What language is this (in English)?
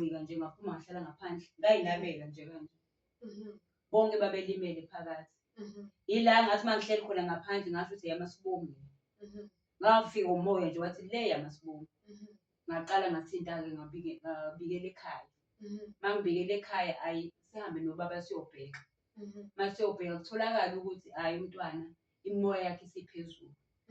Zulu